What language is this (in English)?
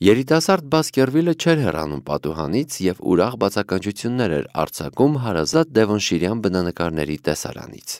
Armenian